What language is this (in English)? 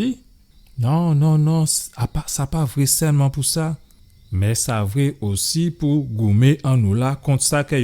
Guadeloupean Creole French